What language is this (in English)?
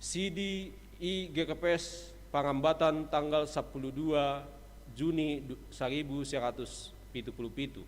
Batak Simalungun